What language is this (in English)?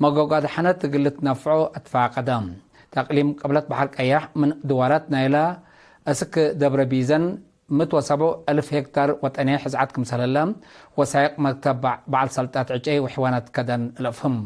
Tigre